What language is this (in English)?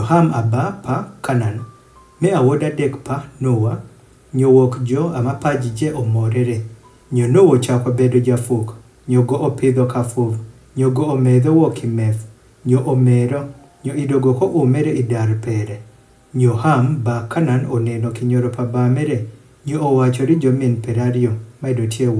Adhola